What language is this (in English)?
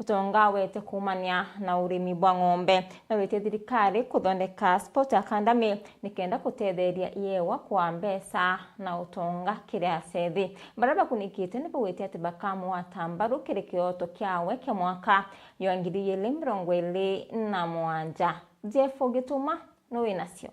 Meru